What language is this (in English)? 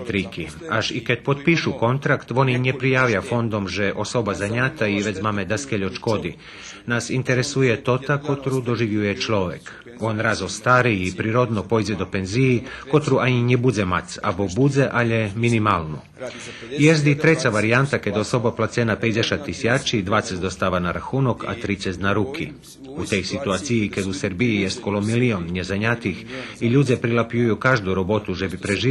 Rusyn